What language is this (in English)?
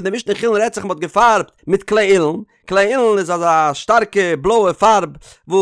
Yiddish